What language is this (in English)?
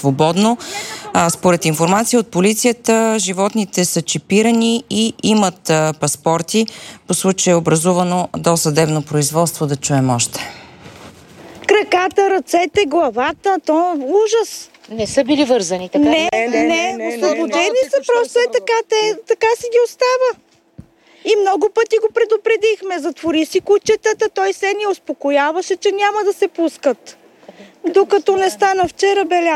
Bulgarian